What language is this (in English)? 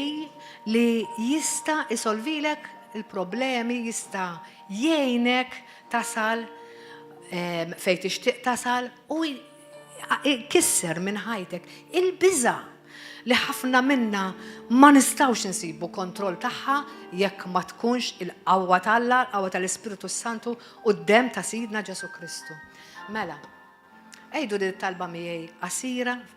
Maltese